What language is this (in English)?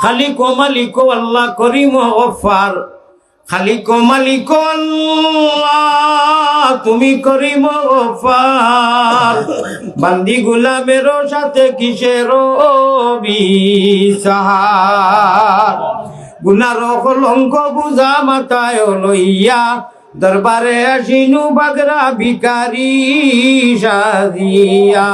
Sylheti